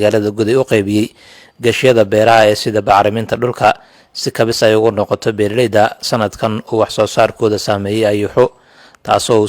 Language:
Somali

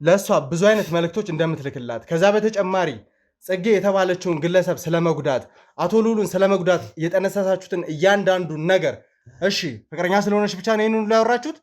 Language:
Amharic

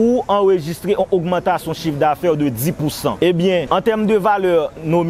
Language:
Haitian Creole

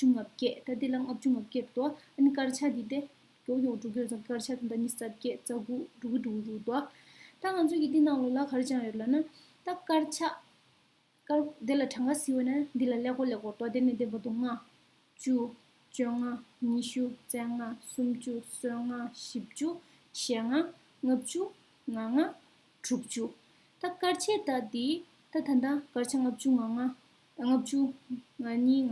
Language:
Tibetan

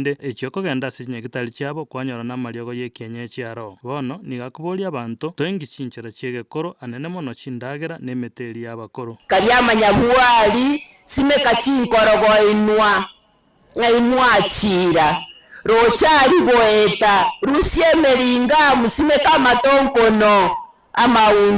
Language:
Gusii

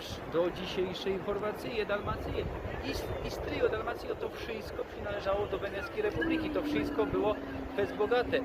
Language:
Silesian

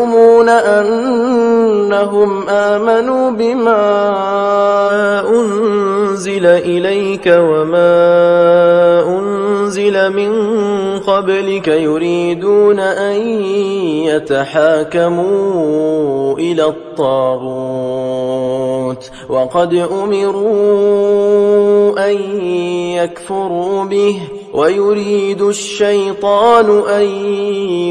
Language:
Arabic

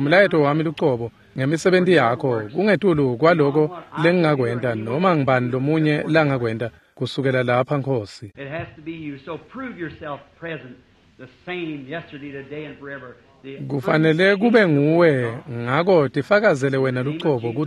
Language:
Swati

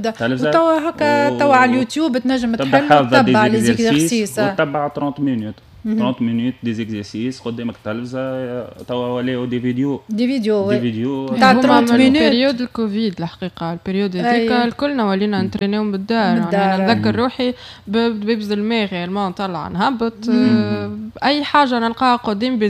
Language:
Tunisian Arabic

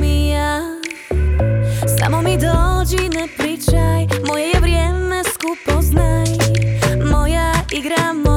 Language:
Croatian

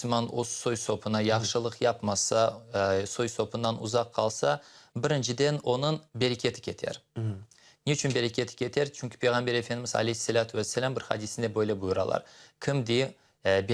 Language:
Crimean Tatar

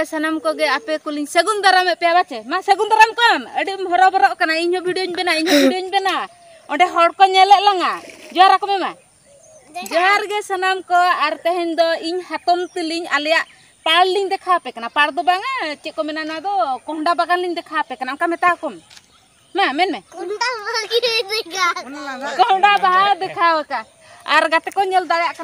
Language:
Santali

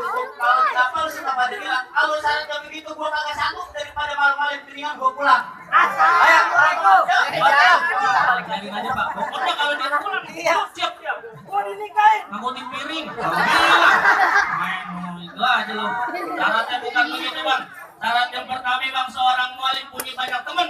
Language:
Betawi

